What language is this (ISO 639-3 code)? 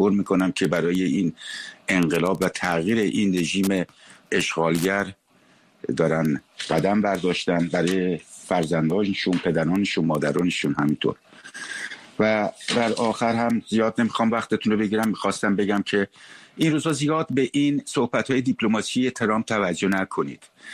fas